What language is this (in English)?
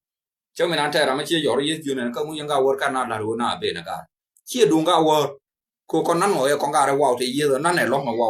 Nuer